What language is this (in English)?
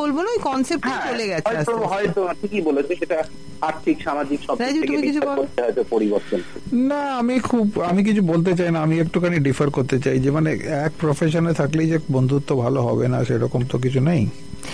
Bangla